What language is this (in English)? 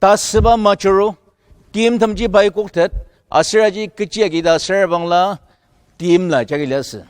Ao Naga